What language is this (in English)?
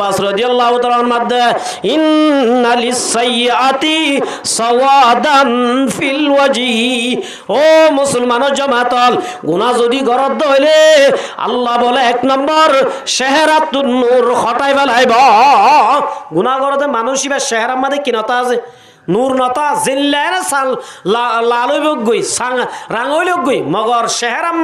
Rohingya